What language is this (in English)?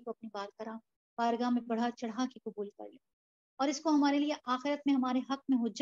Urdu